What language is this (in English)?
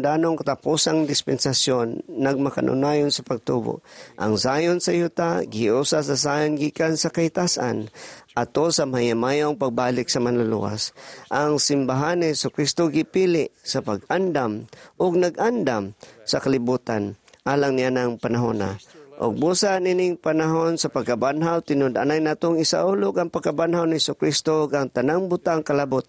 Cebuano